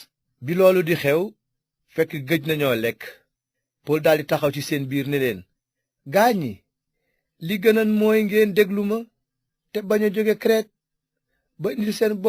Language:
Wolof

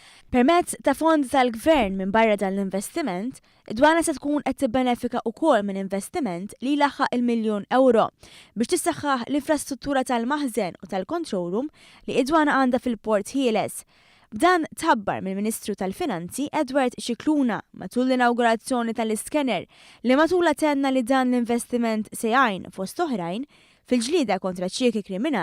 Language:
Maltese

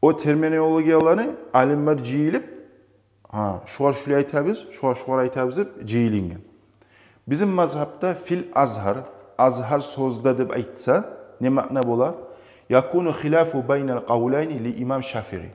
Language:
Kumyk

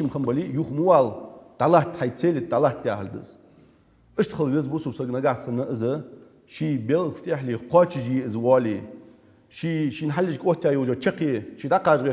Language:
Ingush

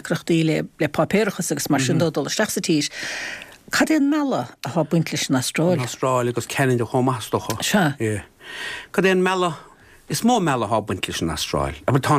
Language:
Irish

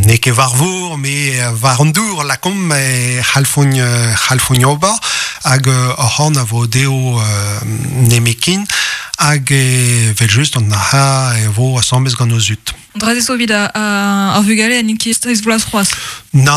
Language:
Breton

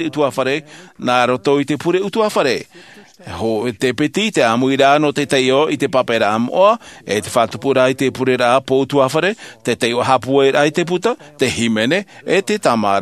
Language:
Tahitian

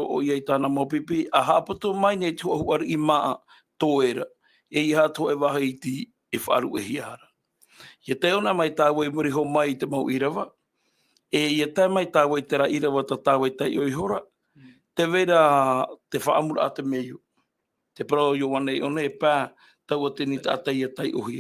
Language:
Tahitian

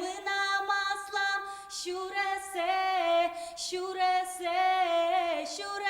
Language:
Udmurt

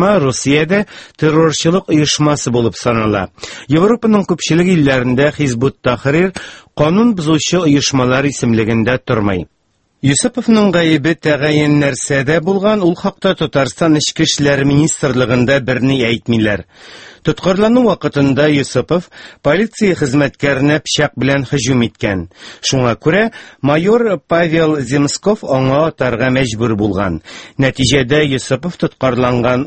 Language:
Tatar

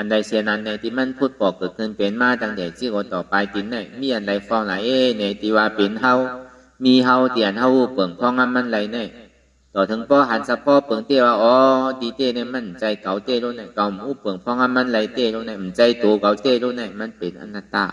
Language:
Shan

